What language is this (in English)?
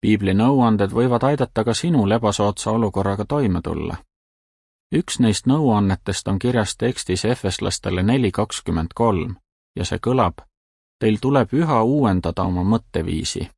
Estonian